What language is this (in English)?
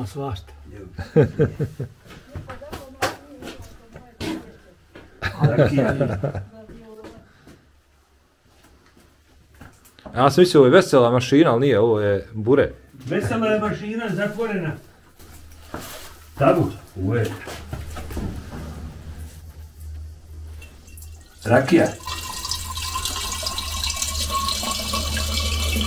Bosnian